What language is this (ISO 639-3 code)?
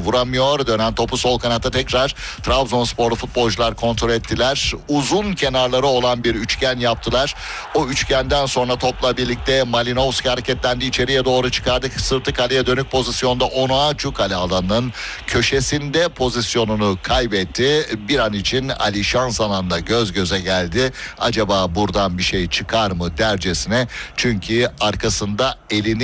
tur